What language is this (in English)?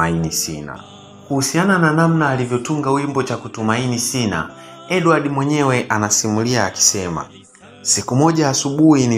Swahili